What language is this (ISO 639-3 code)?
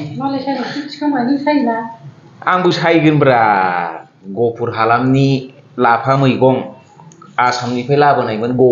brx